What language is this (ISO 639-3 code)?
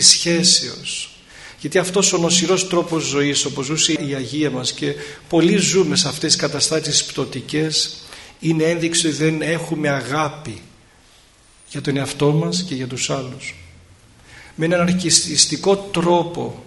ell